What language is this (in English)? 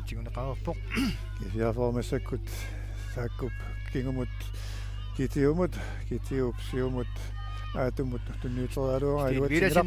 Kalaallisut